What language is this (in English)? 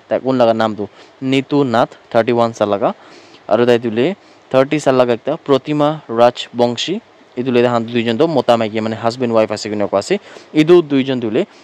Naga Pidgin